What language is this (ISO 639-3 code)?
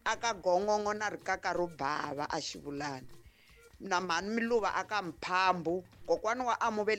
tso